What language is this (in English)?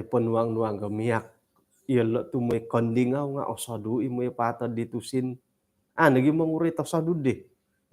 Central Dusun